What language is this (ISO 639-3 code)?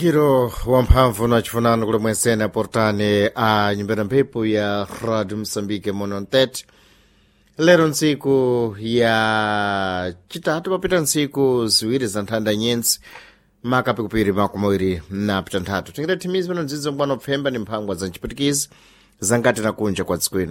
seh